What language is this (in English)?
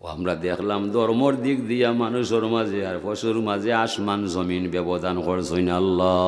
Sylheti